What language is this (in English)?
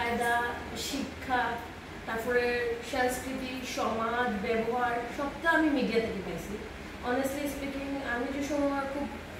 Sylheti